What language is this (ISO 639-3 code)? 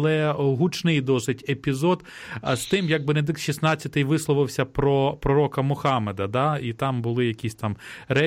ukr